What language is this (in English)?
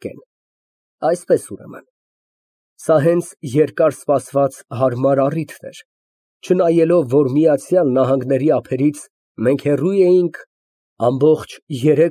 Armenian